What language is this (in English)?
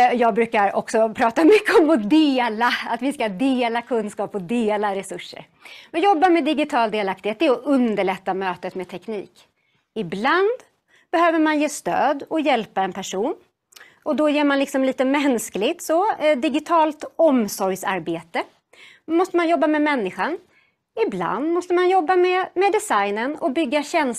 Swedish